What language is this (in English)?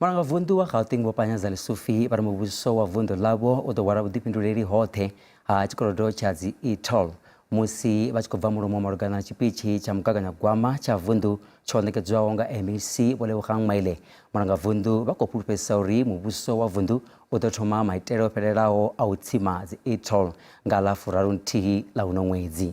Venda